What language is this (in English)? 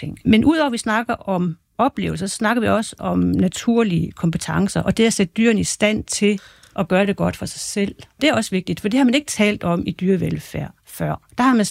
Danish